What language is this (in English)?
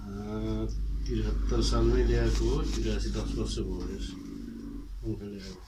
Nepali